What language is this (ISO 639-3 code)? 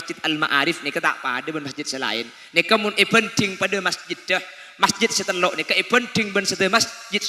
mad